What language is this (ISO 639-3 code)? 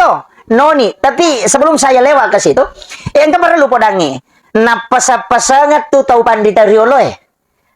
bug